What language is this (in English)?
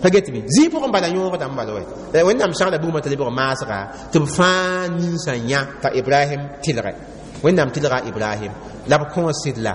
Mossi